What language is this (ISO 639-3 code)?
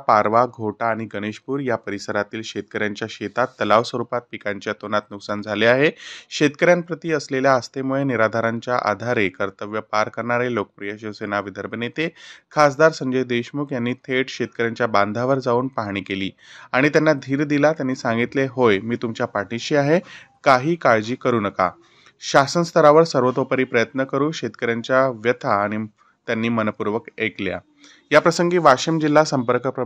mar